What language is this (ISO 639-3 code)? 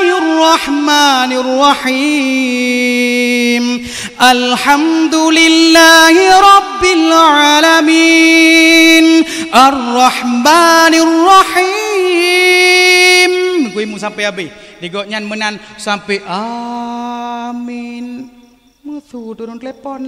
ace